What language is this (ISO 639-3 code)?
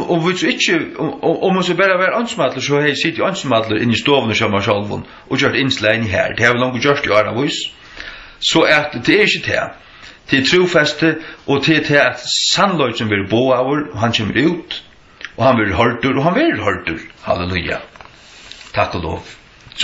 fao